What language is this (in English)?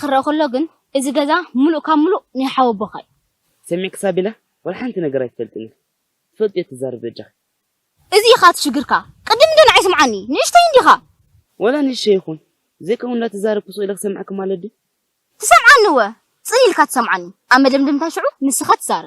Tigrinya